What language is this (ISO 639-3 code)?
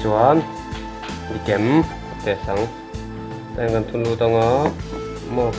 lus